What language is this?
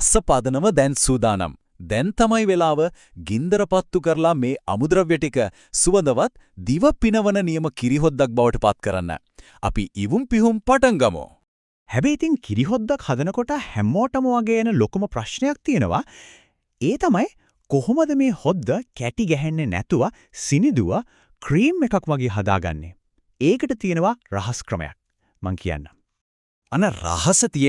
Sinhala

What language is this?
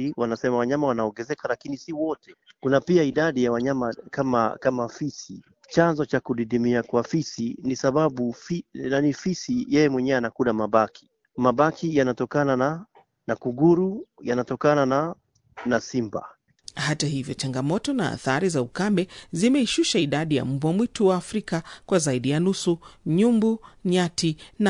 Swahili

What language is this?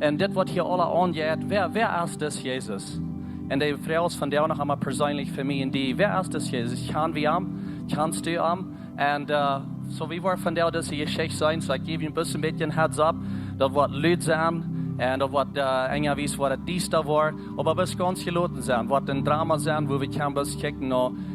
Plautdietsch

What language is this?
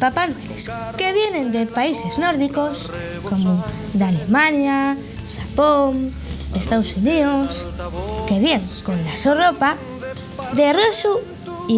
Asturian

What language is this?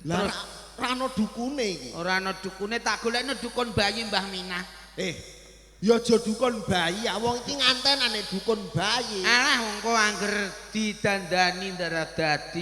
Javanese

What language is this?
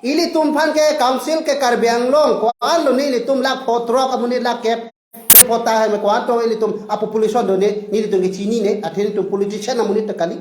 Karbi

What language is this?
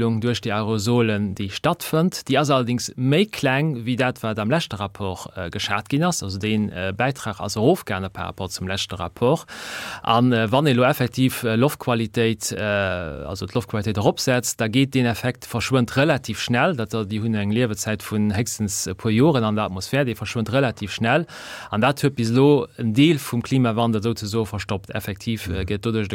Luxembourgish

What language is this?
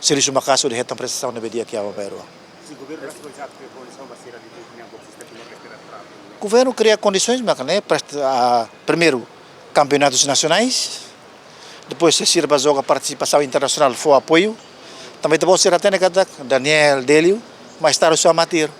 Tetum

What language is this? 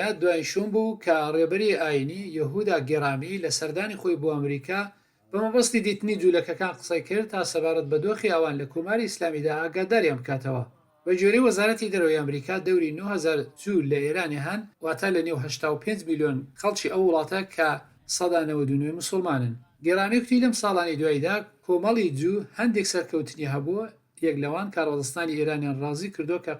Central Kurdish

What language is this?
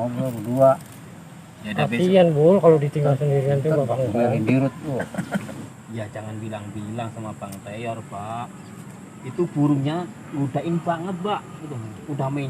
Betawi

